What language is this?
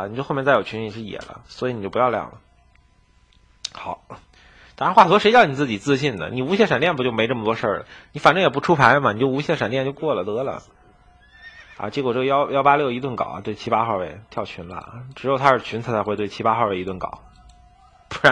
Chinese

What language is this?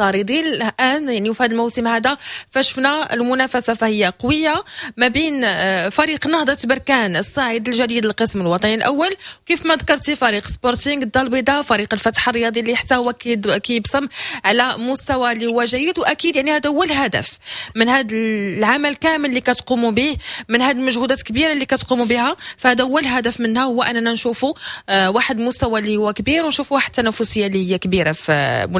Moroccan Arabic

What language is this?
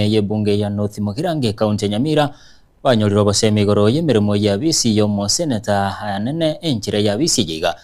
Gusii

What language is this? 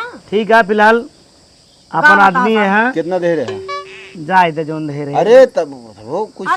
Awadhi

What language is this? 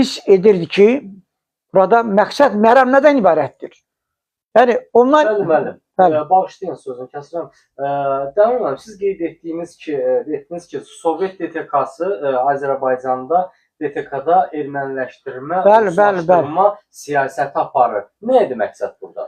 Azerbaijani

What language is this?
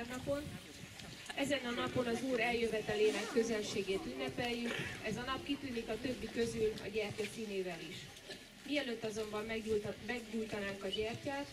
Hungarian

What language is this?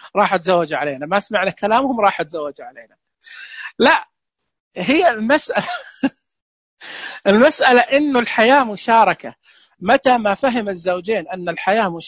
Najdi Arabic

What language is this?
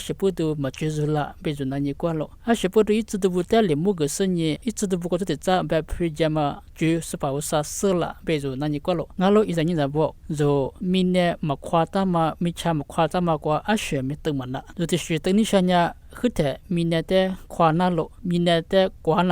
Lisu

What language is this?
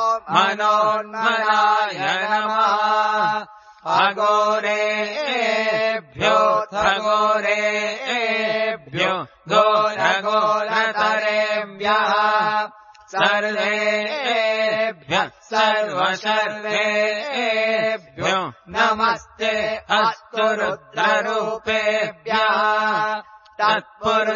Sanskrit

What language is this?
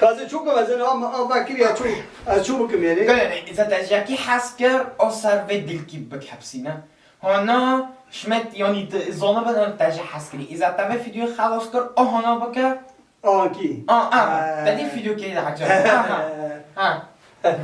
Kurdish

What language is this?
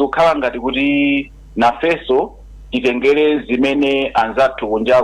Nyanja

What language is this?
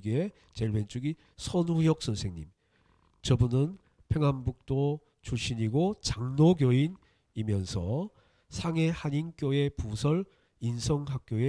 Korean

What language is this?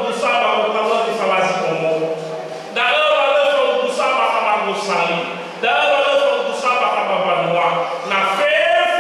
Nias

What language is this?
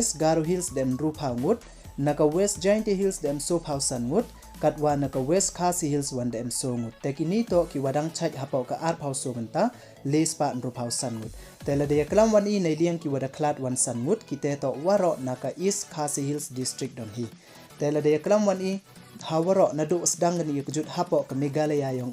Pnar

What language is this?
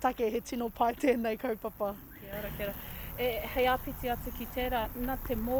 Māori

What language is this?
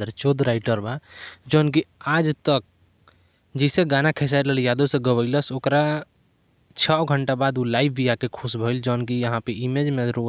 Bhojpuri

